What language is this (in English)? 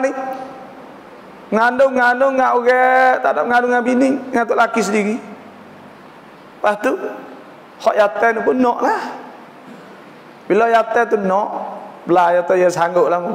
Malay